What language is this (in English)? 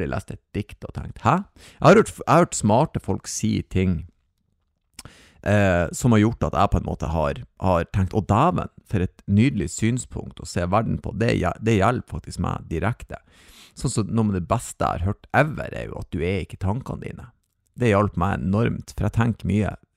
Norwegian